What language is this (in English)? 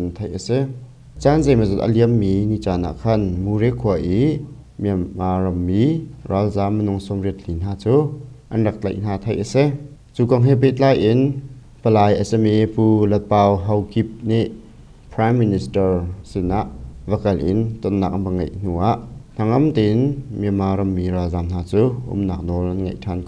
Hakha Chin